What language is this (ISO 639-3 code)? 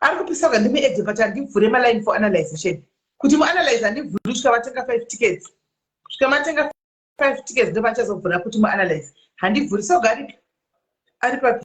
sna